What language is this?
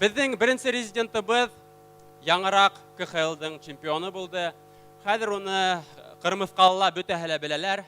Bashkir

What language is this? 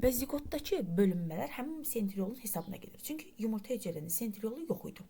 Azerbaijani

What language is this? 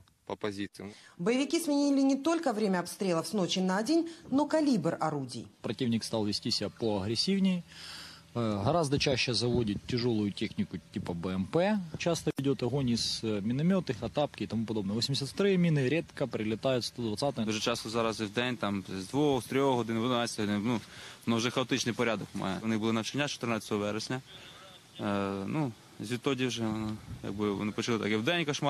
Russian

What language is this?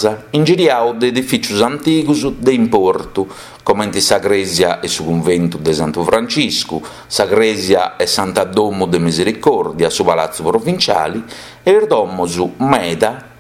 Sardinian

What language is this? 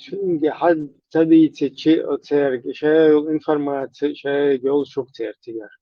Chechen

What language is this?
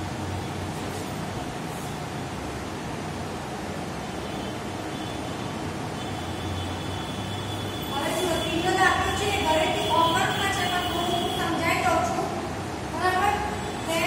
Gujarati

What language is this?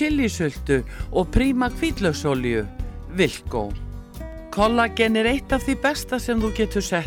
Icelandic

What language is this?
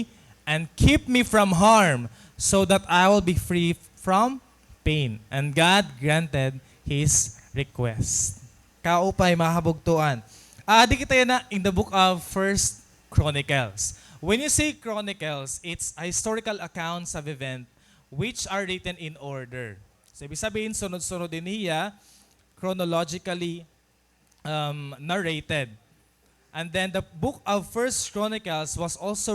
Waray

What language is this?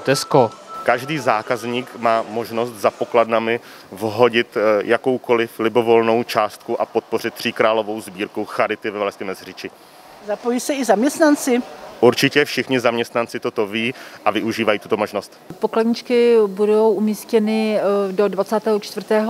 Czech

